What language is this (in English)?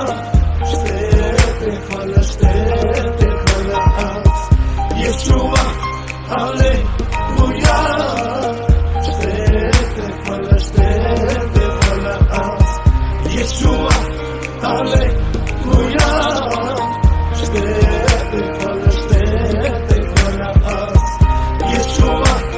Bulgarian